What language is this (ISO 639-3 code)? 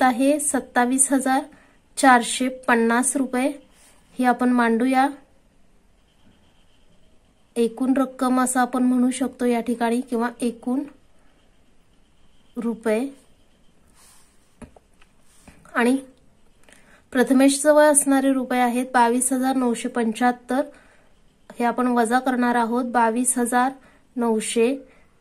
mar